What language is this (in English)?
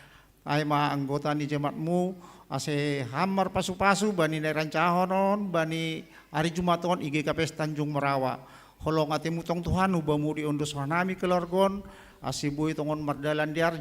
Batak Simalungun